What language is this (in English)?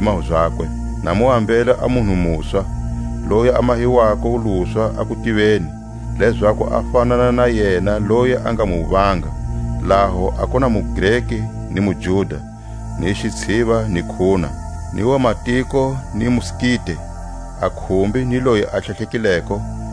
Tswa